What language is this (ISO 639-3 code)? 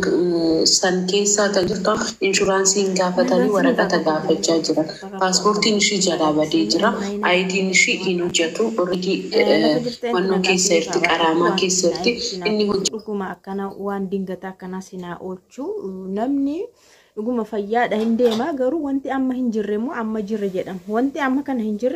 orm